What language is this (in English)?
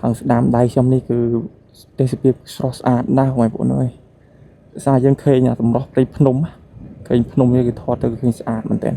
Khmer